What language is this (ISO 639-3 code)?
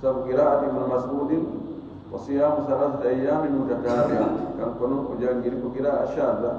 ful